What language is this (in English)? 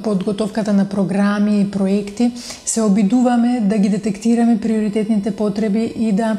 Macedonian